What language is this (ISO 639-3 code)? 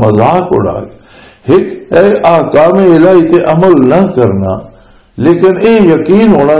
lah